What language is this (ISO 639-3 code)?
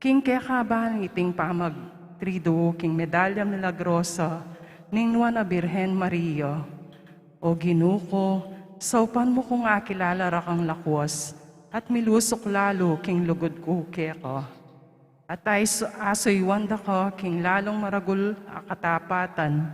pam